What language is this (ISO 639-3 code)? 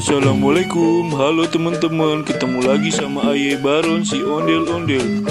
bew